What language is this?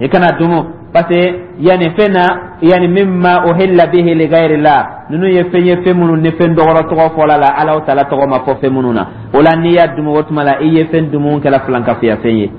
Dyula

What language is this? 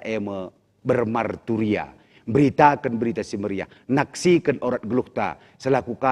Batak Karo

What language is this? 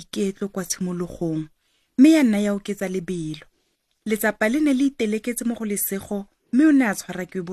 Tswana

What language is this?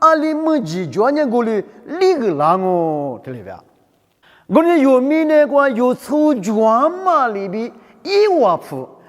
Lisu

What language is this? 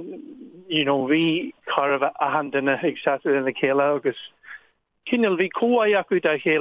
Irish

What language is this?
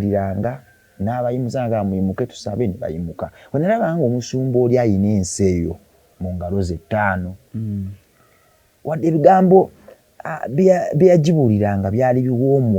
Ganda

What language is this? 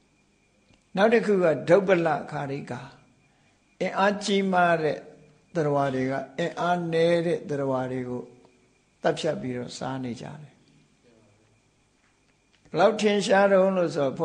Burmese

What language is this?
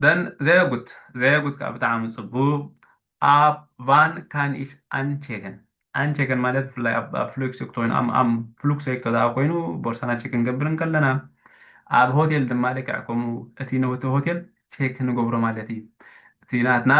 Tigrinya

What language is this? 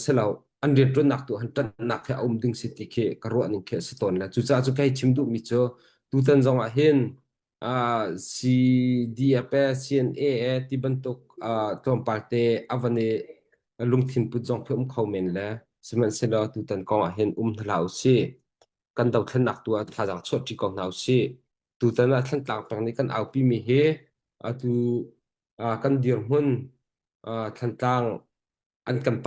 Hakha Chin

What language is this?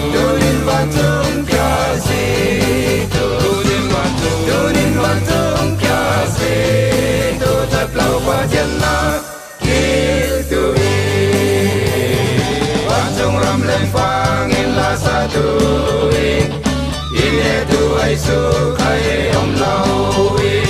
Falam Chin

